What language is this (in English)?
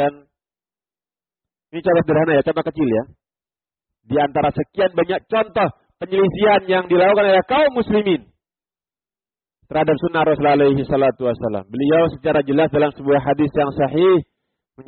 Indonesian